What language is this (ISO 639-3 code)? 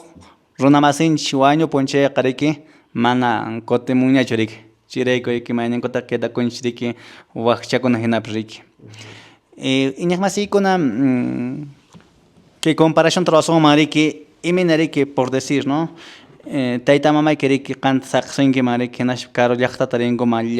que